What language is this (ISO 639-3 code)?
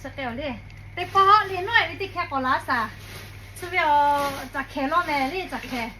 lhu